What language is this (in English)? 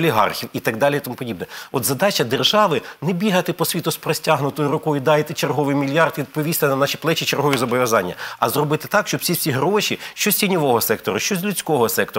Ukrainian